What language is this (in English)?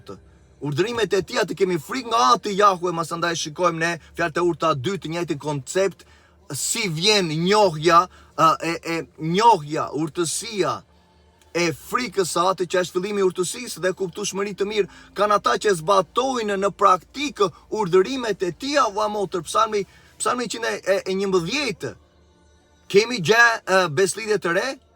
Albanian